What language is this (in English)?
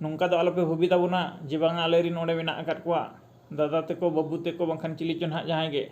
Santali